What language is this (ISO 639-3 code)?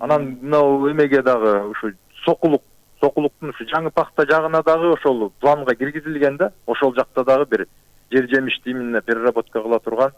kir